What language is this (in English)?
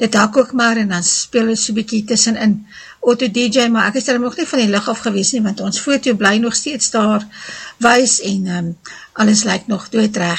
Afrikaans